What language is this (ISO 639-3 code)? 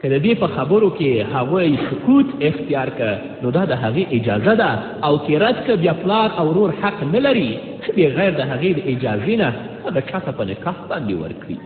pus